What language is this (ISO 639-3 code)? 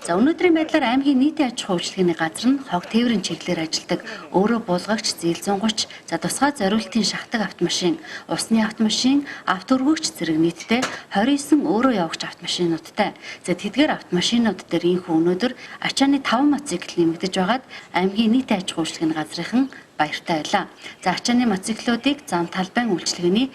mon